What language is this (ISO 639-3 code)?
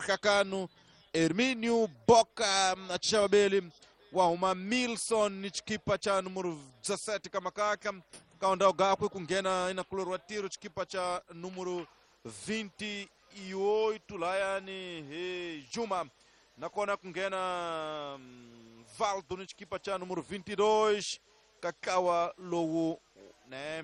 tso